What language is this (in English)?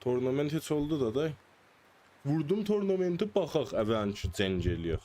South Azerbaijani